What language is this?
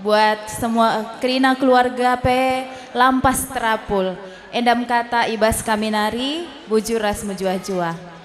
Batak Karo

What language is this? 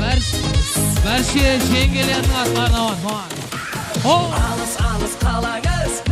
Kara-Kalpak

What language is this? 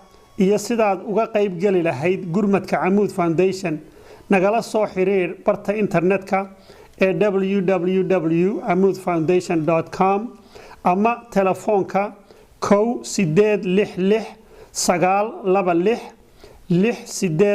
Somali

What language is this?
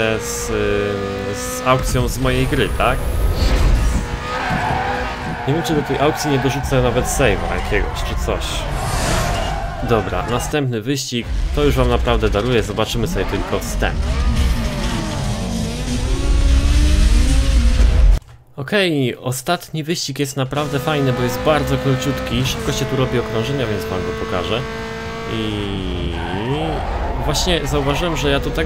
Polish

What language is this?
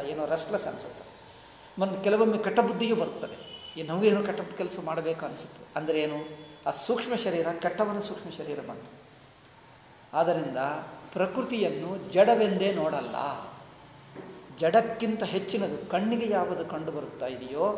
Kannada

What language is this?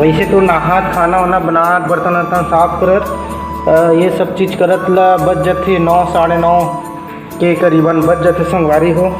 Chhattisgarhi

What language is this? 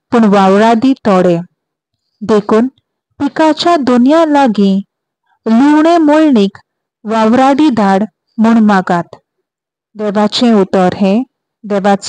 Konkani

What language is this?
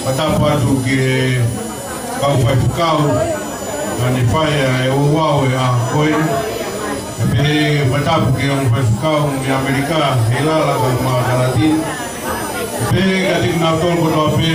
Tongan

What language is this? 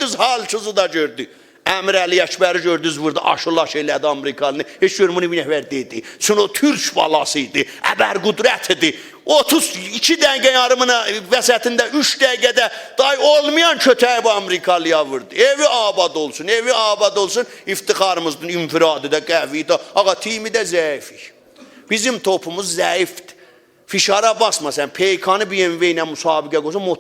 South Azerbaijani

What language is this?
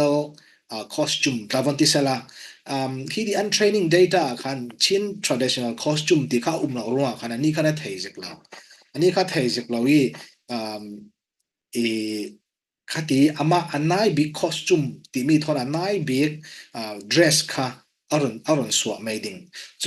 Falam Chin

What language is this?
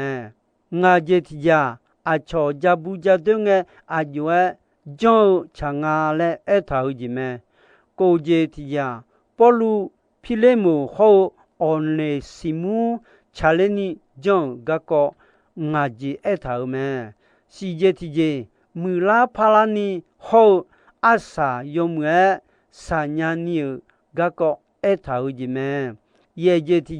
Akha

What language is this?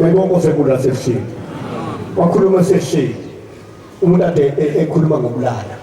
Zulu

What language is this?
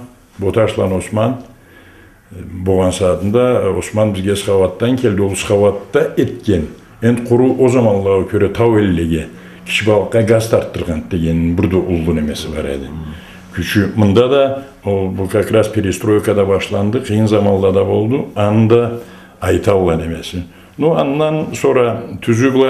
Karachay-Balkar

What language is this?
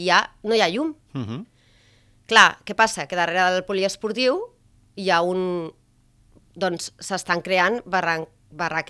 Catalan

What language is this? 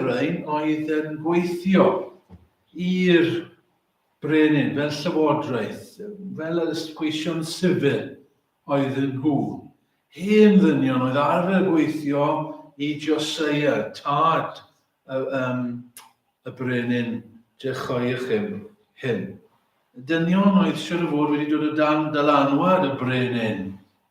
Welsh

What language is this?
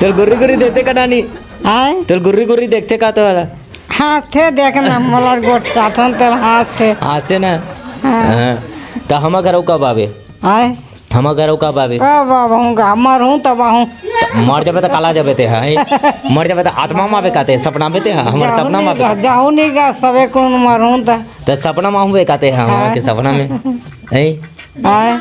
Chhattisgarhi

